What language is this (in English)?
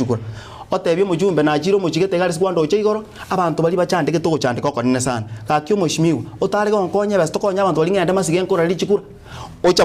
Gusii